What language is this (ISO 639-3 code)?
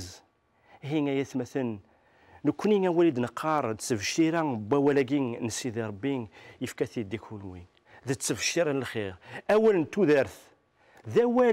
kab